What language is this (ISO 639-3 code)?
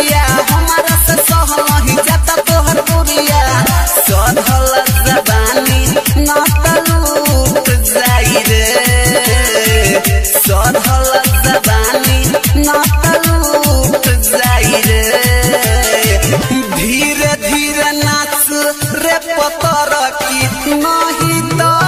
bho